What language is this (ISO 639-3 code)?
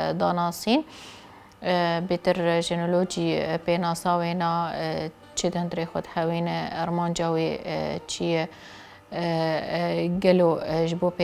kur